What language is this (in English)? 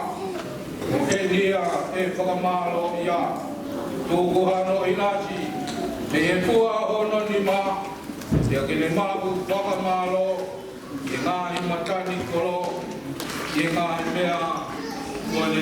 Tongan